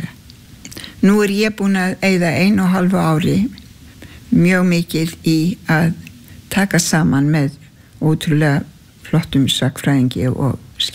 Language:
Icelandic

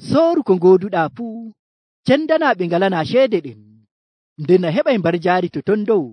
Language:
Nigerian Fulfulde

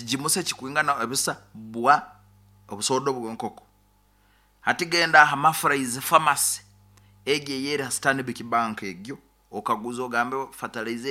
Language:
Nyankole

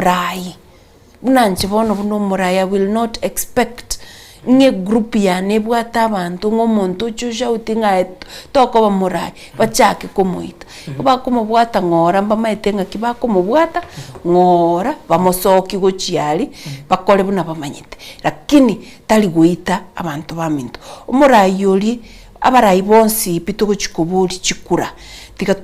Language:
Gusii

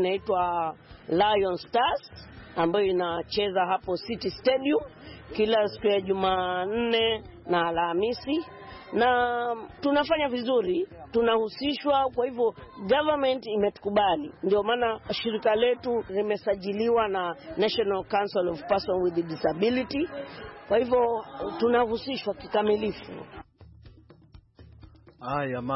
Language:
Swahili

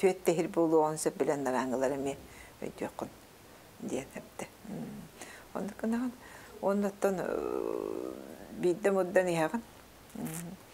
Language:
Yakut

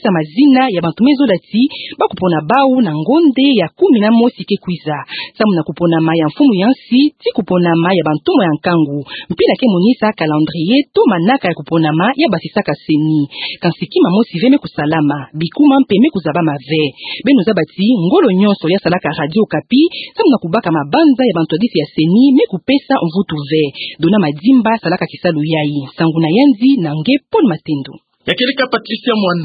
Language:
Kituba (Democratic Republic of Congo)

